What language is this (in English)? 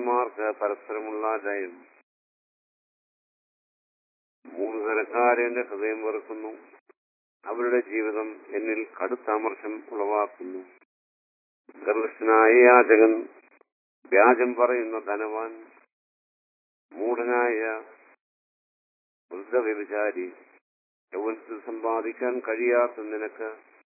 Malayalam